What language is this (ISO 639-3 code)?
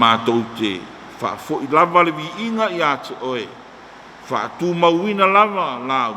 smo